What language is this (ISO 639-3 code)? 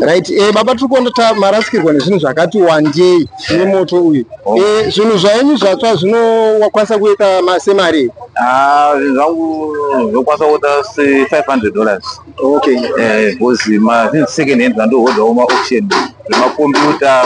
sna